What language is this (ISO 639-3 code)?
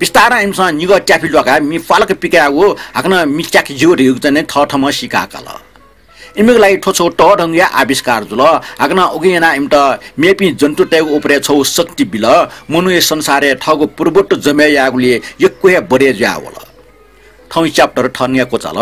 new